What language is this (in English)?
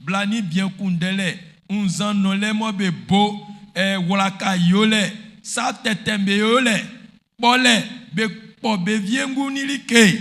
Baoulé